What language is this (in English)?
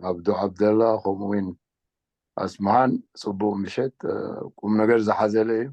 Tigrinya